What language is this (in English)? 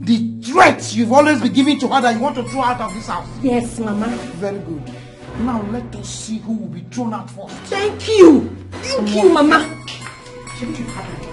Nigerian Pidgin